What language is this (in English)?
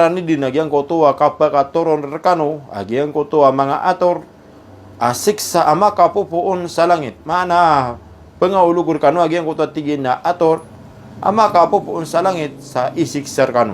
Maranao